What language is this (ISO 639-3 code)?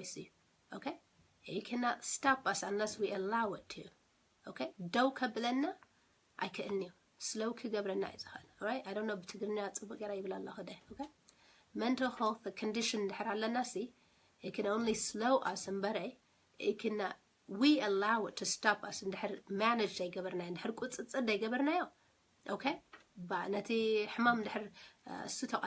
tir